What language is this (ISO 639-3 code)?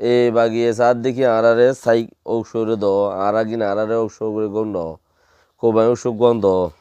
rhg